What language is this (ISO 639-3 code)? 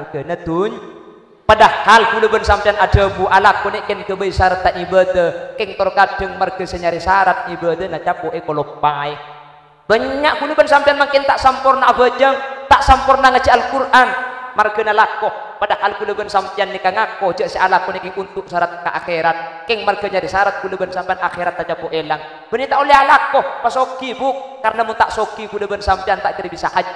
mad